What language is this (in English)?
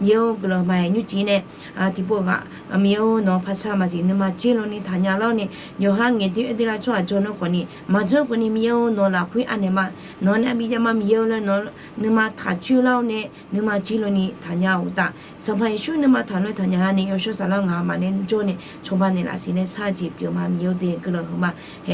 Akha